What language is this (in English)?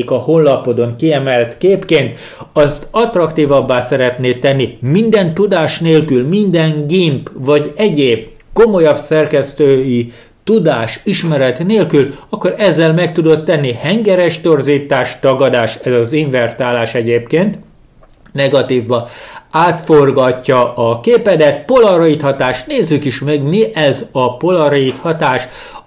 Hungarian